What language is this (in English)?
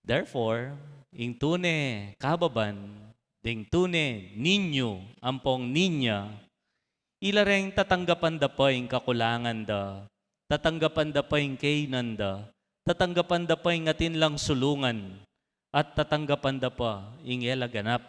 Pampanga